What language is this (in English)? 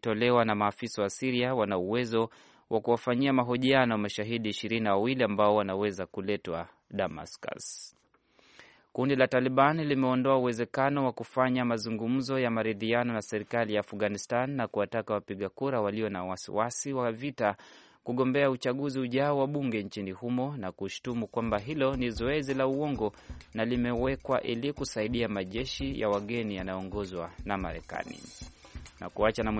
Swahili